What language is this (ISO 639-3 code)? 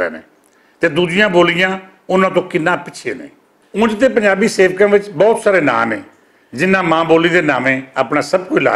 lah